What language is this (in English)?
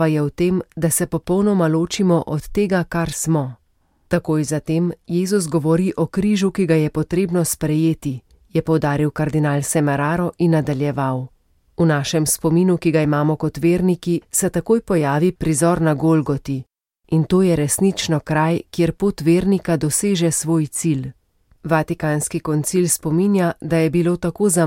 Slovenian